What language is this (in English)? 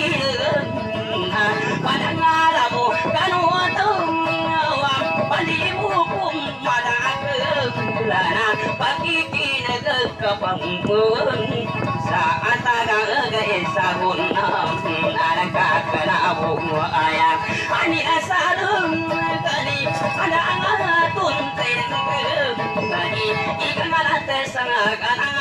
Indonesian